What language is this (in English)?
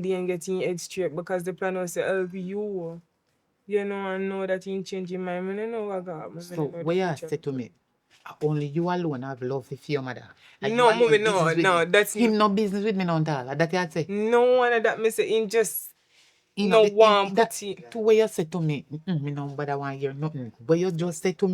Jamaican Creole English